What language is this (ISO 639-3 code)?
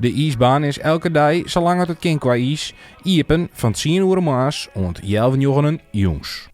fry